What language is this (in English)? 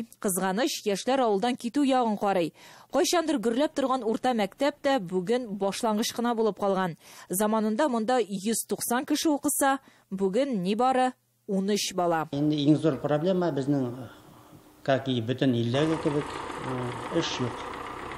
Tatar